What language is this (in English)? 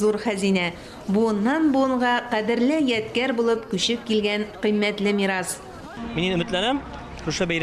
Tatar